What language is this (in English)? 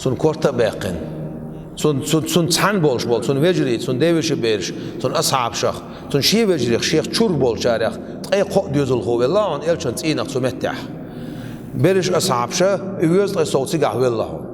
Chechen